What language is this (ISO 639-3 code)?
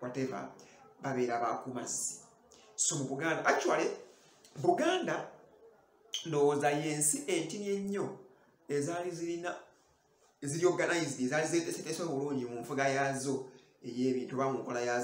lug